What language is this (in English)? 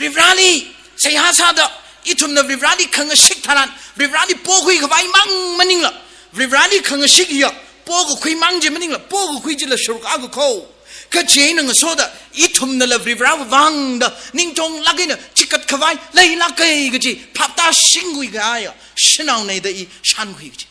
Tangkhul Naga (India)